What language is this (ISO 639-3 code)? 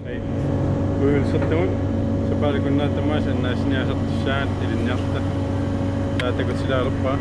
kal